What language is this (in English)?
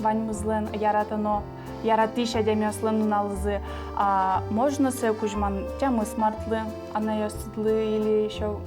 Udmurt